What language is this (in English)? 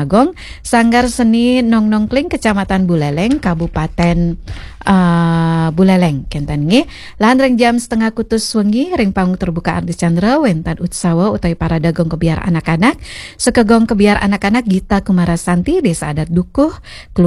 Balinese